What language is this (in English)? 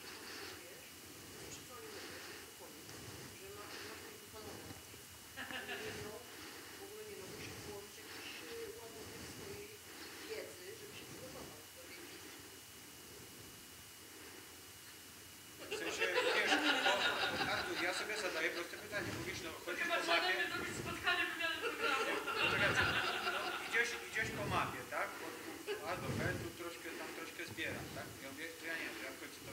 Polish